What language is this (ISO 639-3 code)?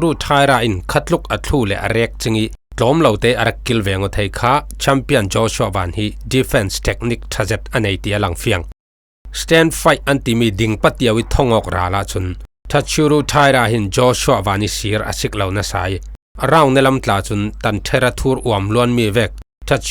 cfm